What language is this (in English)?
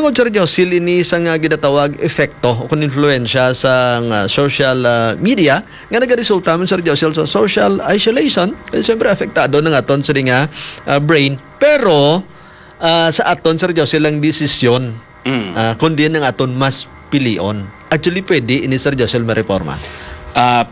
Hiligaynon